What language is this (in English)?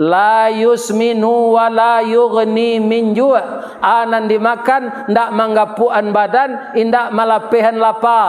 Minangkabau